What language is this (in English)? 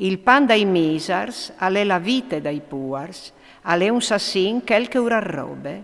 Friulian